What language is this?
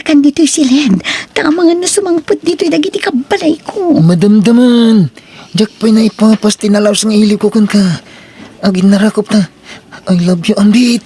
Iloko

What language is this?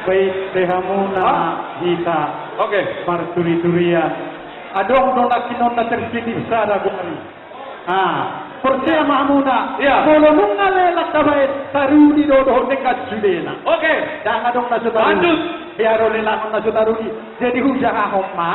Batak Toba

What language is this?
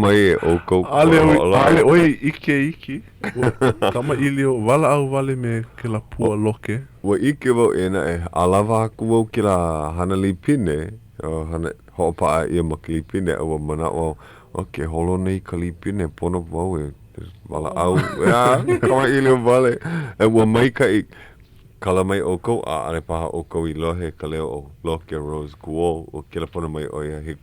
Hawaiian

